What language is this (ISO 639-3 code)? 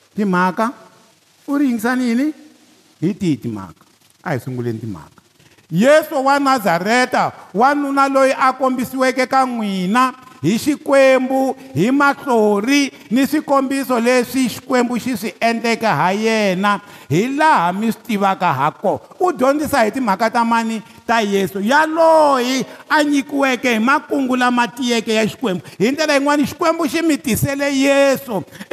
tso